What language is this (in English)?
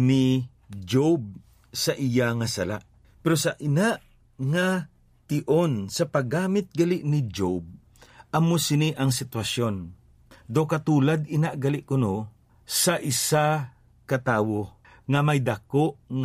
Hiligaynon